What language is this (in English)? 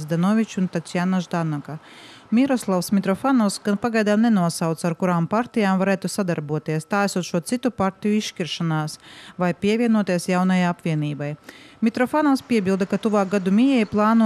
Latvian